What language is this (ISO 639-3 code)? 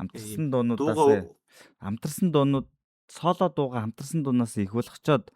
mon